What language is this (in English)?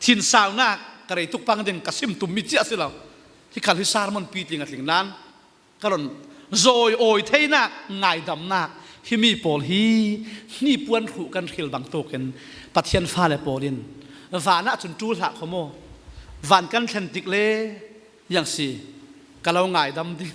Falam Chin